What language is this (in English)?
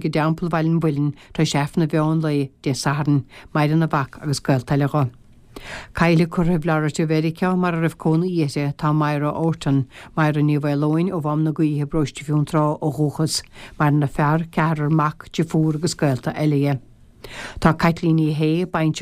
Irish